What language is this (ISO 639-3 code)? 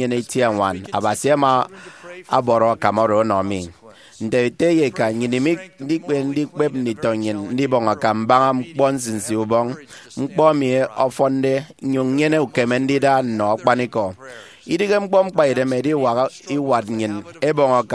efi